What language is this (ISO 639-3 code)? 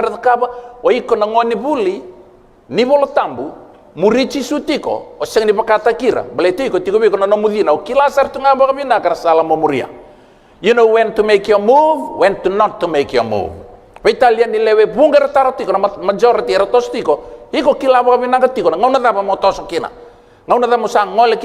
fij